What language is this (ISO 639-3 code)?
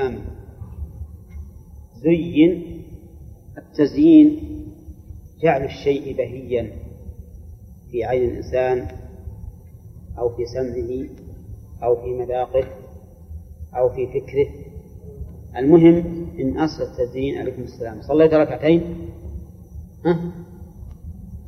ara